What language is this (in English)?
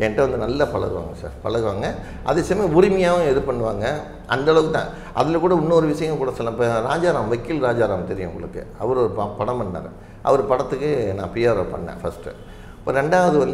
Tamil